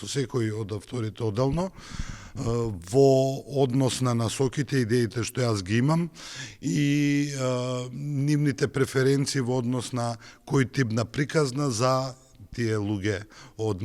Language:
Macedonian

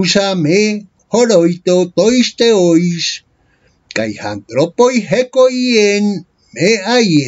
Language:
Ancient Greek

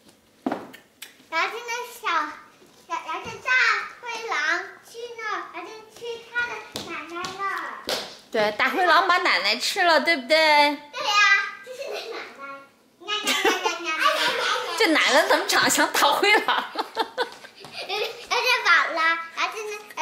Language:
Chinese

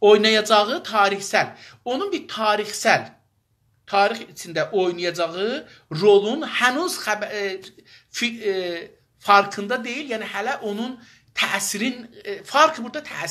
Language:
South Azerbaijani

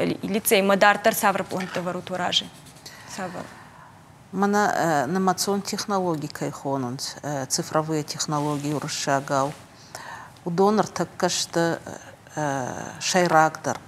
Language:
Ossetic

